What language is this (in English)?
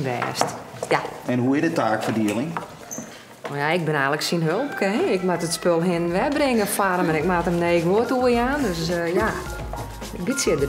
Western Frisian